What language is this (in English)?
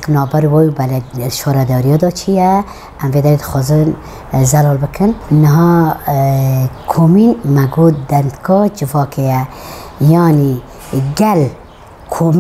Kurdish